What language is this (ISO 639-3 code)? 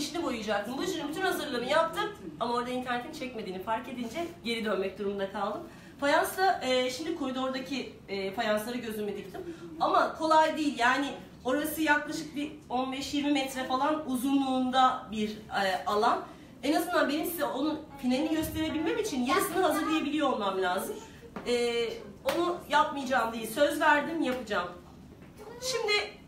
tur